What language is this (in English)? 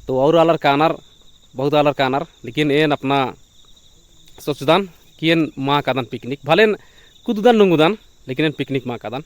Kurukh